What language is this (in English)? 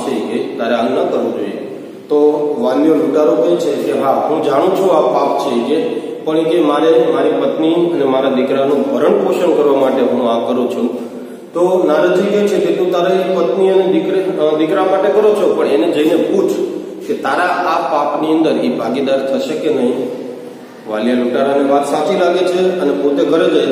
Gujarati